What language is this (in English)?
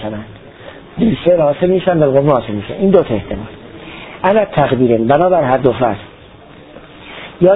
Persian